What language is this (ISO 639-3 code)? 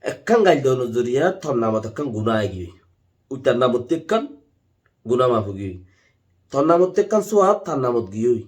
rhg